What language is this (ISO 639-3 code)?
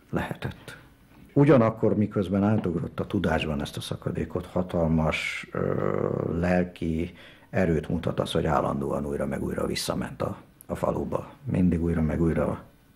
hun